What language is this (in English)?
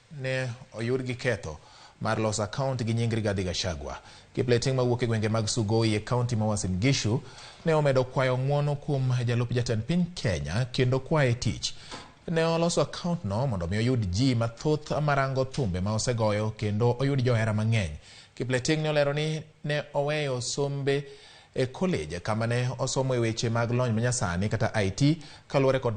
Luo (Kenya and Tanzania)